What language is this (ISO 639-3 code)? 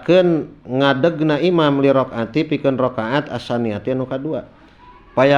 sun